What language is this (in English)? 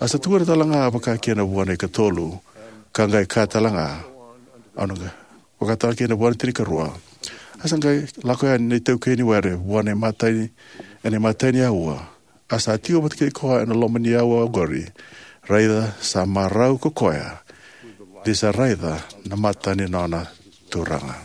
Fijian